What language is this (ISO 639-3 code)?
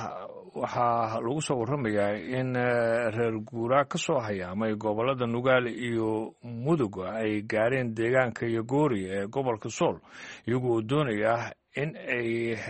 som